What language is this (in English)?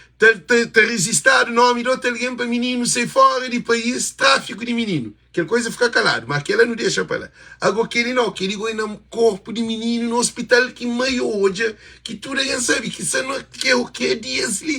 Kabuverdianu